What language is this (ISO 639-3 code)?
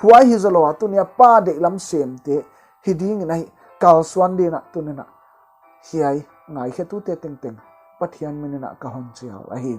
pck